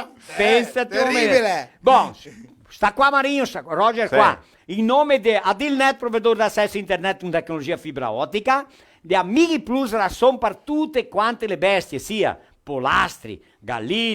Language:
Venetian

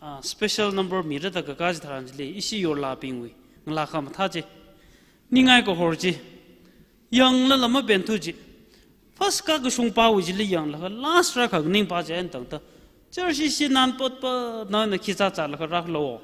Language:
Tangkhul Naga (India)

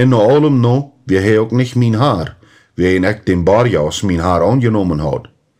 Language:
Plautdietsch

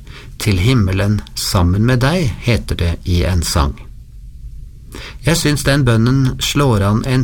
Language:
Norwegian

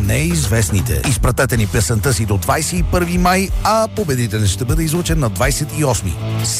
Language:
Bulgarian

